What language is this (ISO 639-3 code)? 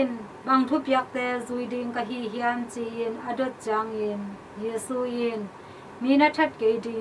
ctd